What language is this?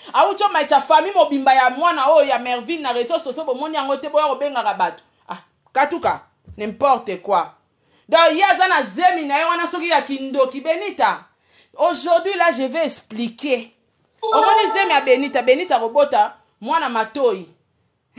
Lingala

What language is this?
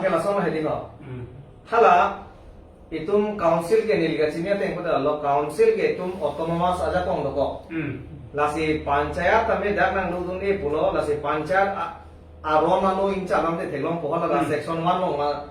Karbi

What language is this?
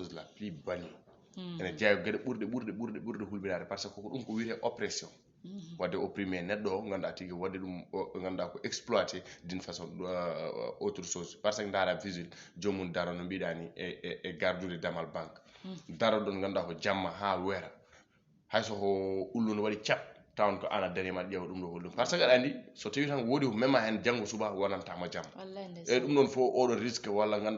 Fula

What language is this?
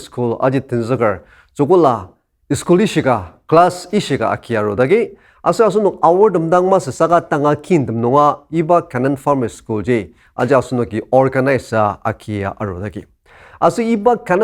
Ao Naga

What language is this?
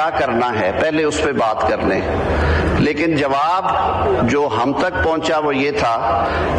Urdu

